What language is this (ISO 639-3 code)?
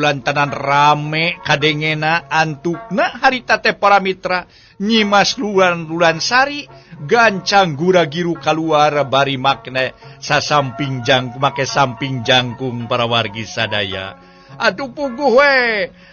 sun